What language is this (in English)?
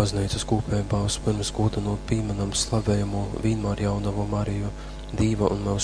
Latgalian